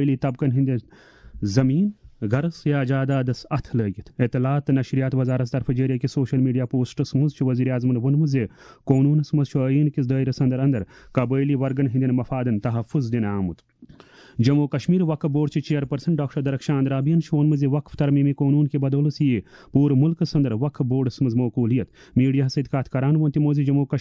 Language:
Kashmiri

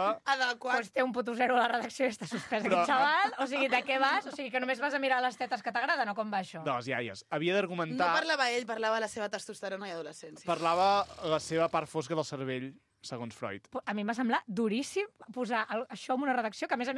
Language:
Catalan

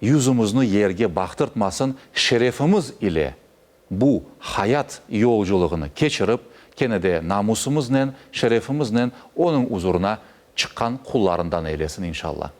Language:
Crimean Tatar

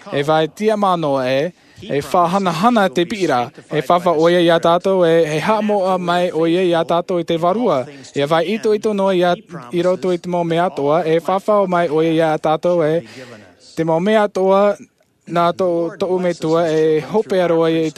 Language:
Tahitian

